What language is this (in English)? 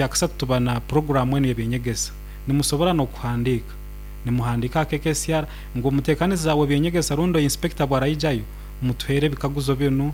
Nyoro